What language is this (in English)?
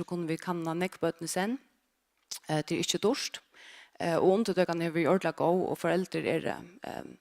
Faroese